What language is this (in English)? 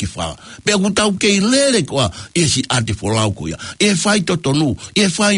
Tongan